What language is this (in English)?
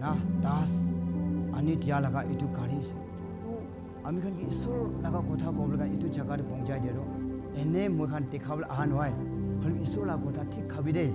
Naga Pidgin